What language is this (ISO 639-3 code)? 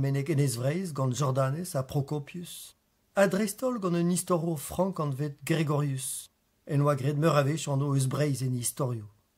bre